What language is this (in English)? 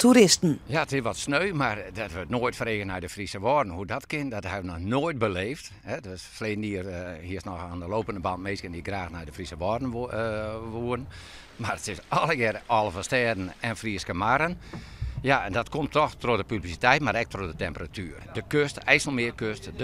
Western Frisian